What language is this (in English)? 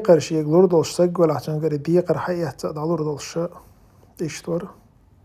Chechen